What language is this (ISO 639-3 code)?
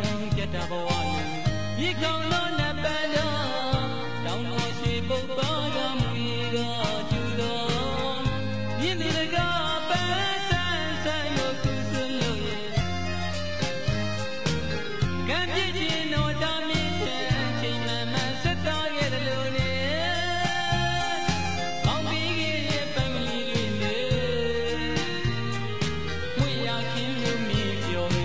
mya